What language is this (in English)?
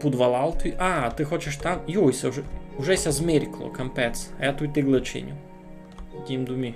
Rusyn